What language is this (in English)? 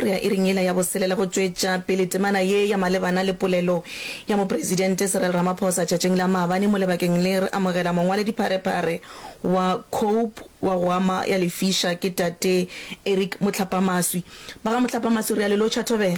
Northern Sotho